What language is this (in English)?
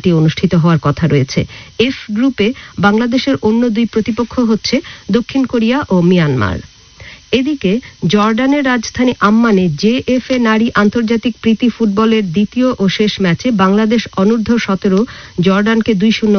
Bangla